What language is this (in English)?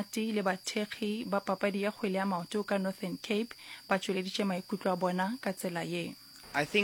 Northern Sotho